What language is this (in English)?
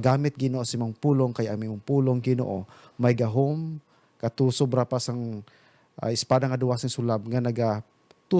Hiligaynon